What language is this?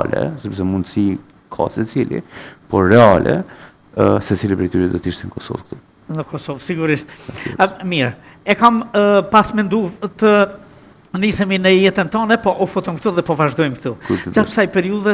Albanian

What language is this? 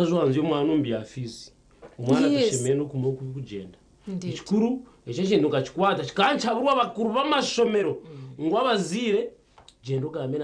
Nyankole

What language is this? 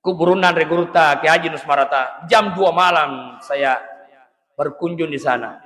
Buginese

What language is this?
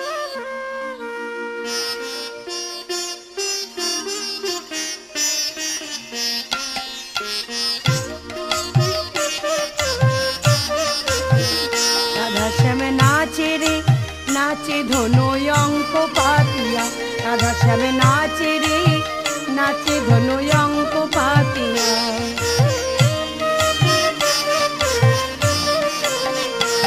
Bangla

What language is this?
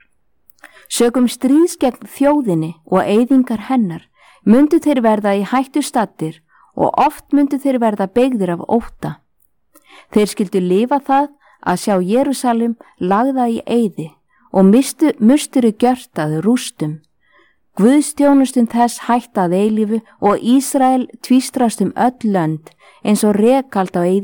Icelandic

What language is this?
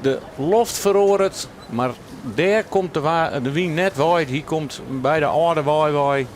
Western Frisian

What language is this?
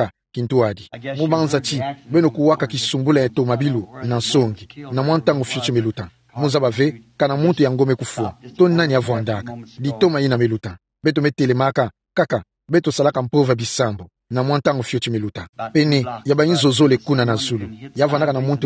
Kituba (Democratic Republic of Congo)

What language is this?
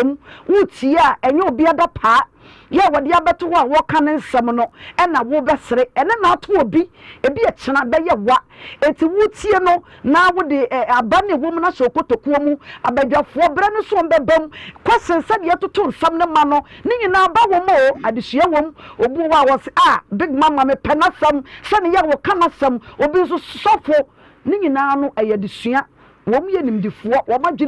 Akan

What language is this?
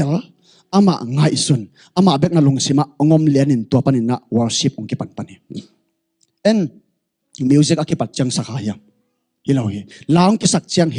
Tedim Chin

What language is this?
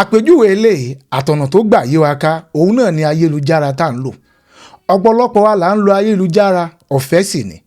Yoruba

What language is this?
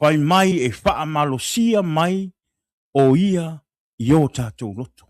Samoan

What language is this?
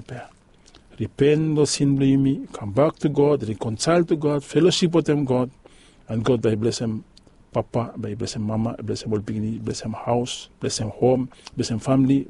Bislama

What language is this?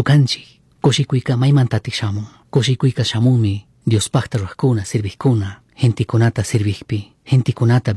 Chimborazo Highland Quichua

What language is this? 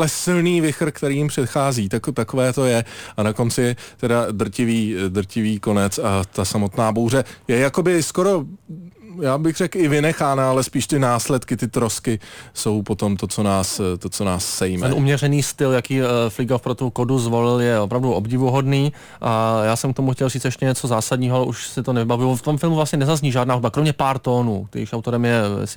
Czech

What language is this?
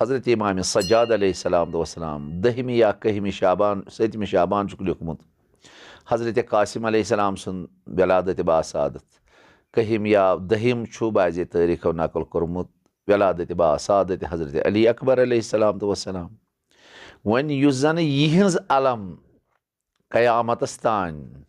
Kashmiri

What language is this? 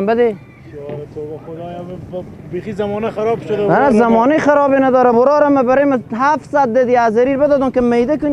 Persian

